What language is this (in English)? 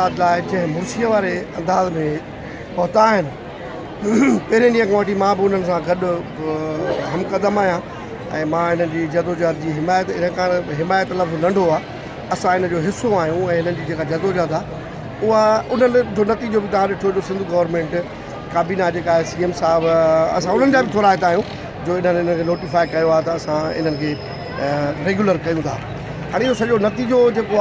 Sindhi